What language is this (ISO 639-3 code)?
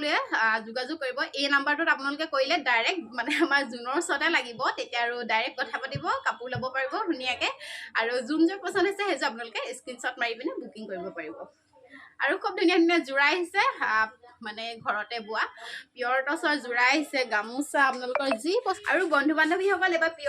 asm